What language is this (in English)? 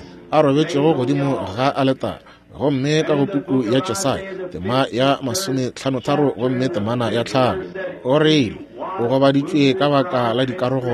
Northern Sotho